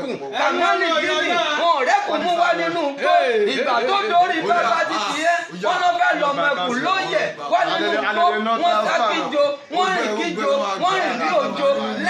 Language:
Yoruba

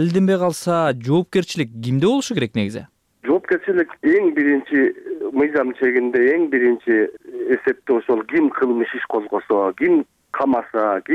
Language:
Kyrgyz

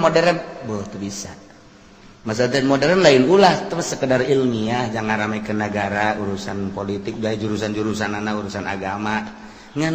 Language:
Sundanese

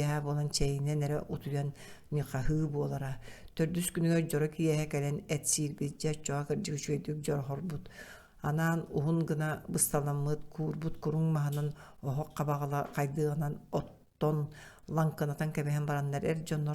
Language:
Yakut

